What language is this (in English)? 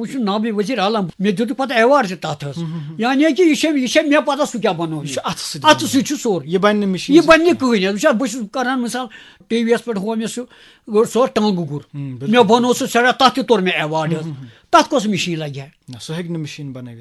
Kashmiri